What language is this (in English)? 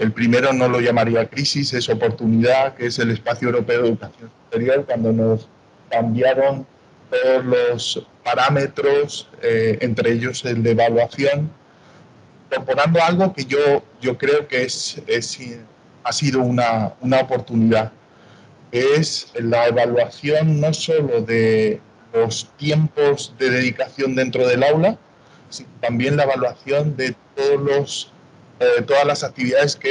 Spanish